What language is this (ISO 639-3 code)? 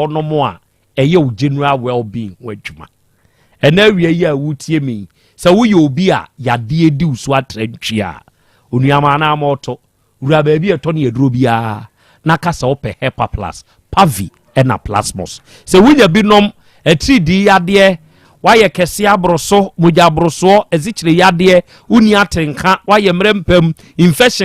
aka